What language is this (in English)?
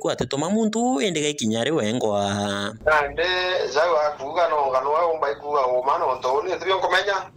Meru